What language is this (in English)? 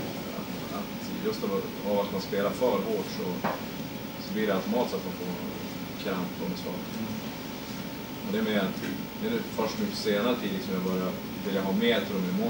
Swedish